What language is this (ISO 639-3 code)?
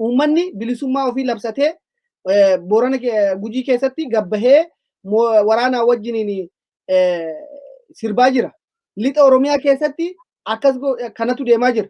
orm